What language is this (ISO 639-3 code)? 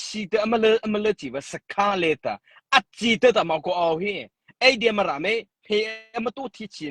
mrh